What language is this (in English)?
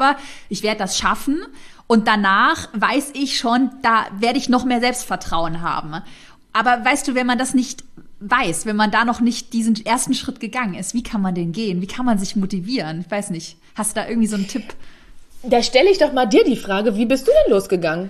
German